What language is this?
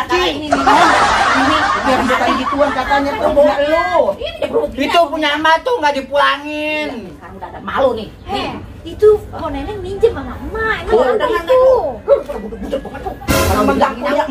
Betawi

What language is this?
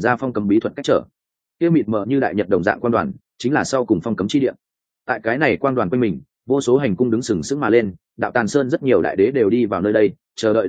Vietnamese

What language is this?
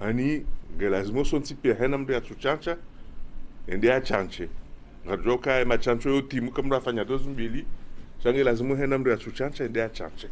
Ngazidja Comorian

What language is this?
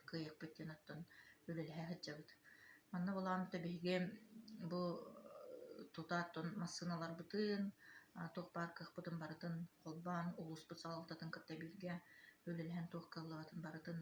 Yakut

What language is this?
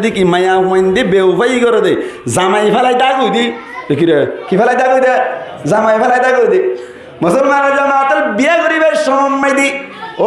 Rohingya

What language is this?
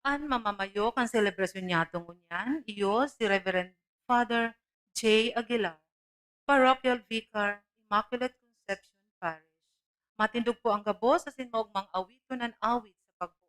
Bikol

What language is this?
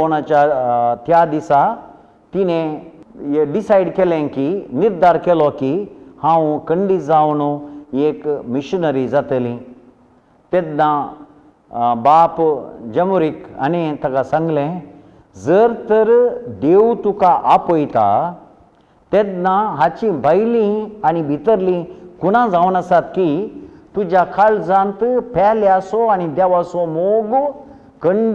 Konkani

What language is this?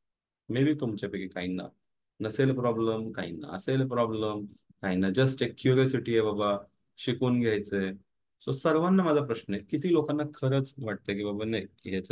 Marathi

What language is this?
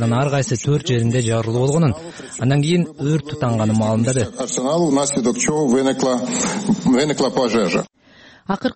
Kyrgyz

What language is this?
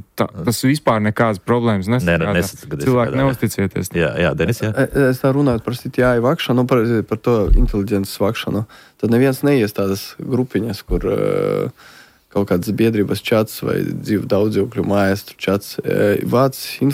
Latvian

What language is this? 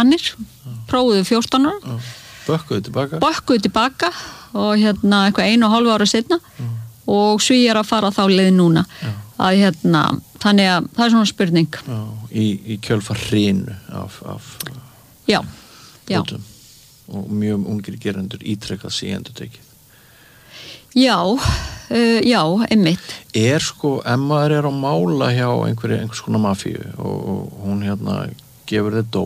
Icelandic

